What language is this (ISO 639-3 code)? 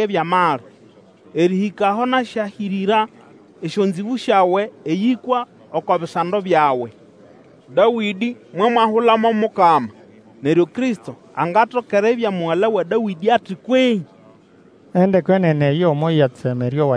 nnb